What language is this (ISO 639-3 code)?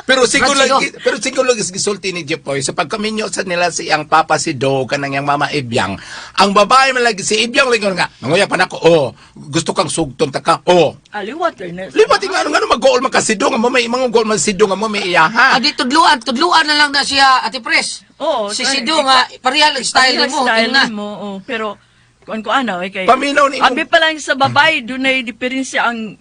ceb